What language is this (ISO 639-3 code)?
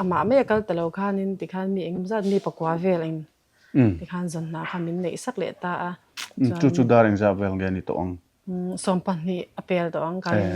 lus